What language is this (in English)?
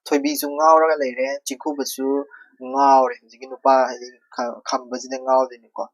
Manipuri